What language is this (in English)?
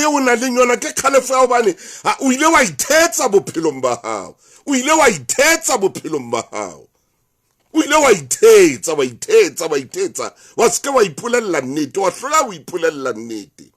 Southern Sotho